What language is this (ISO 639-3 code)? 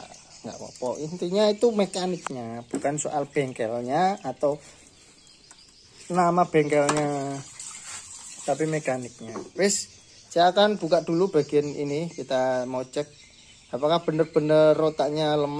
ind